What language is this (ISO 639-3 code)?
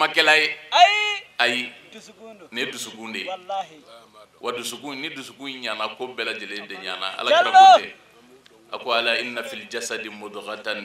bam